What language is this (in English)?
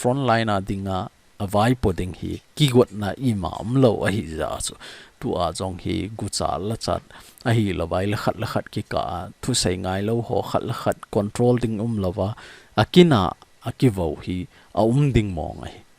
Thado Chin